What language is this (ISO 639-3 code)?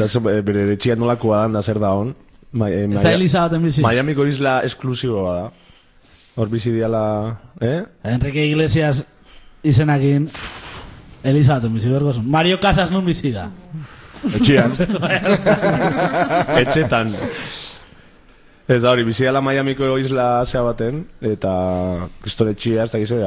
eus